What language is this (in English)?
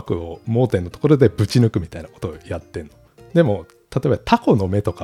Japanese